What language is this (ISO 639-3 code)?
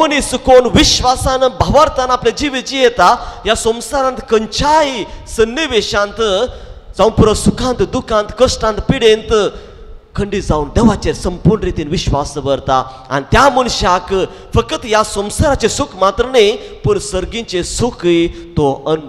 kok